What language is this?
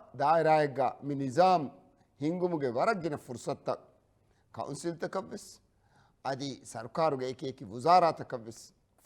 Divehi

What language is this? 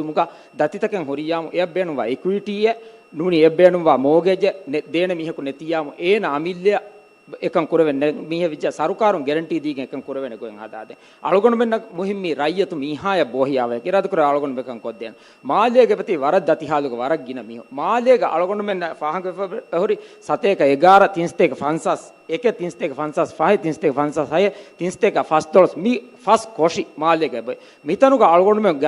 Divehi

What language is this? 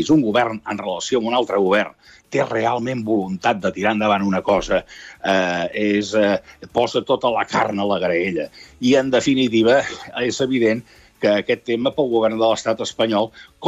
Catalan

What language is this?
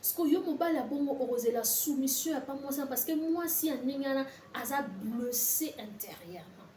Lingala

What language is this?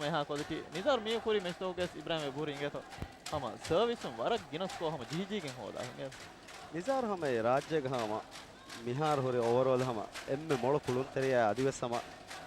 Divehi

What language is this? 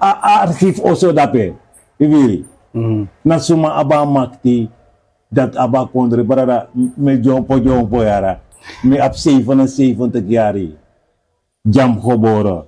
Sranan Tongo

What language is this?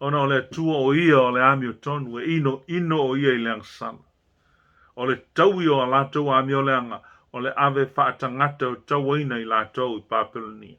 Samoan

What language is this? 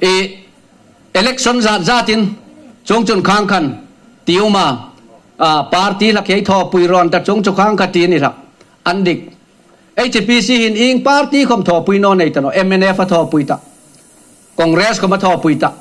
Hmar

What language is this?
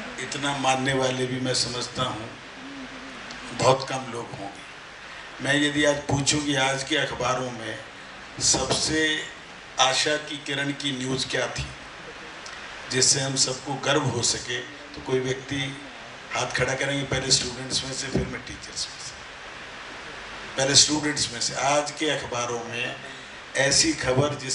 Hindi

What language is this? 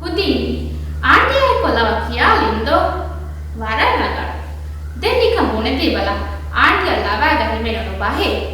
Divehi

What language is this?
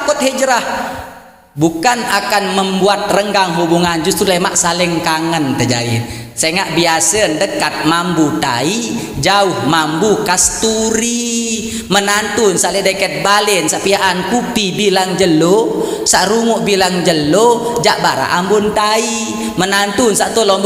Sasak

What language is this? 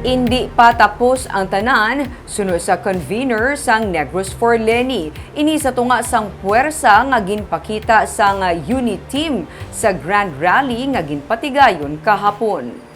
Hiligaynon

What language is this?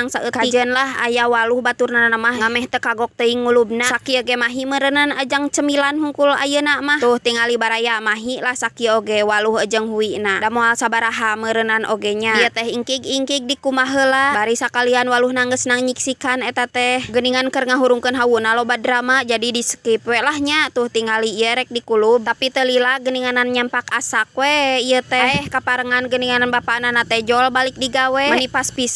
Sundanese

